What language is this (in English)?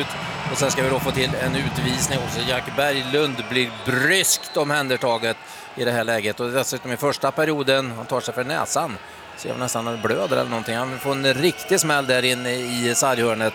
Swedish